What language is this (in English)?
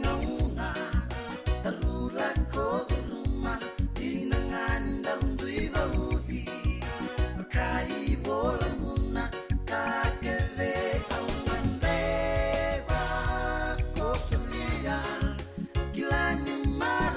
Fijian